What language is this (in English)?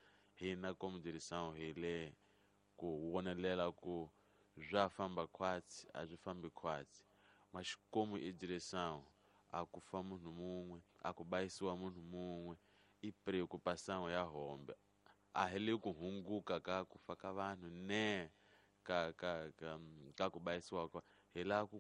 Tsonga